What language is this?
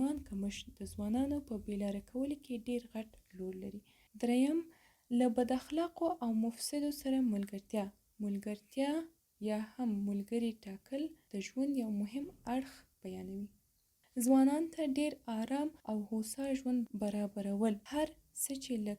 Pashto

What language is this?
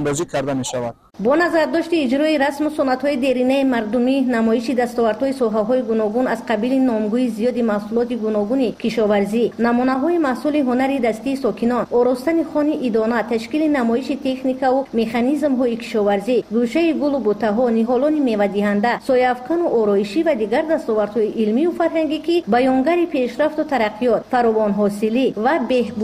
Tajik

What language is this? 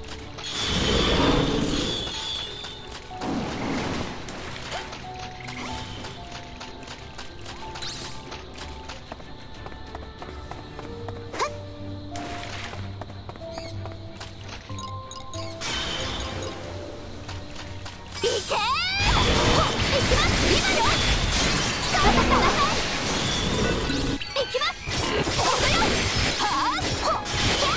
Japanese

